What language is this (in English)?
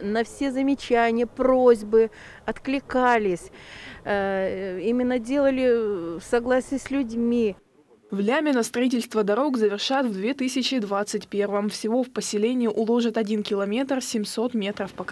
Russian